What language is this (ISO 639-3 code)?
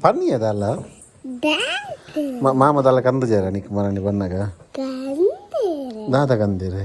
tcy